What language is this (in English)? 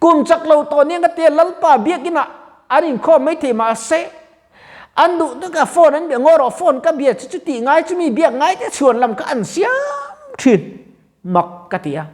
Mizo